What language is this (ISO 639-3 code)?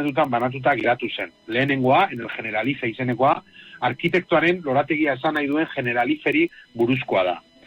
eus